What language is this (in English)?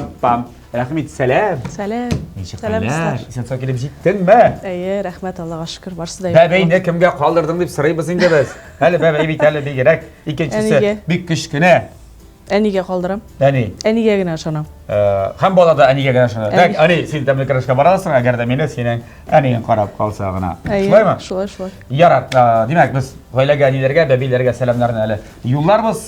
Tatar